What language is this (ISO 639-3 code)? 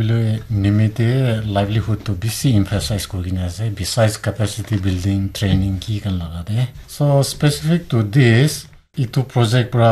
nag